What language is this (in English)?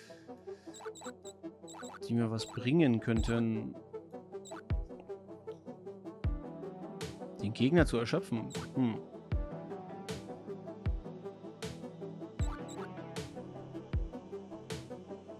German